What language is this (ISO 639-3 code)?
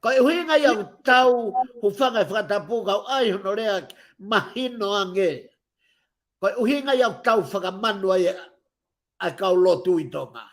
ton